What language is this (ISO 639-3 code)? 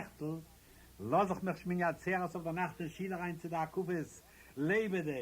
yid